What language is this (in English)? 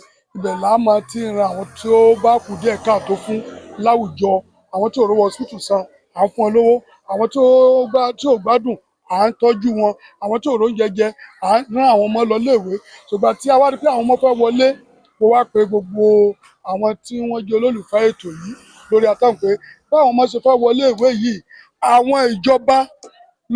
Yoruba